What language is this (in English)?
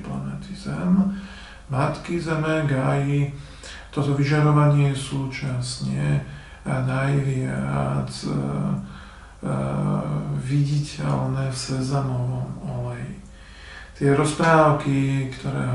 Slovak